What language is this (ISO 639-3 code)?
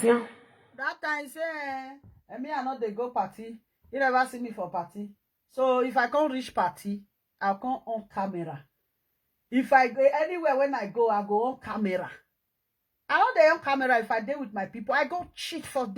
pcm